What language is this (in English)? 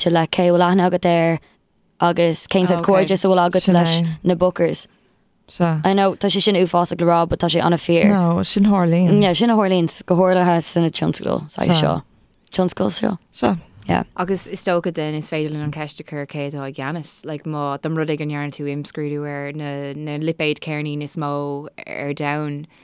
Irish